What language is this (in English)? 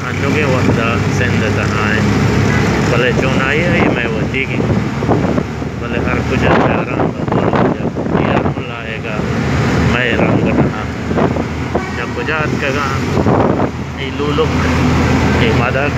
Baluchi